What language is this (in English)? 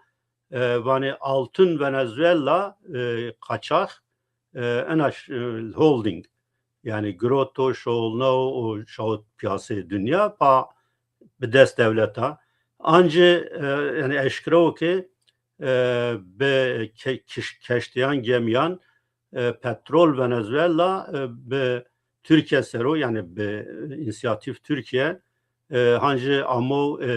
Zaza